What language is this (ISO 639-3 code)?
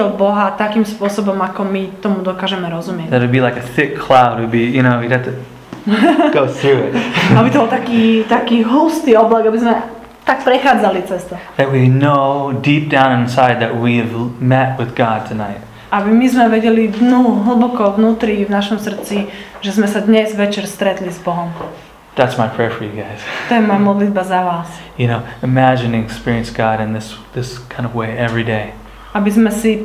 slk